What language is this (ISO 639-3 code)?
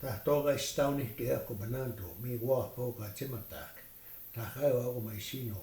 crk